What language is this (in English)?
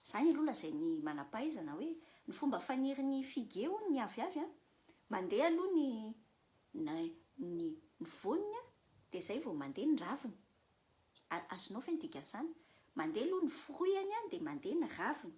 Malagasy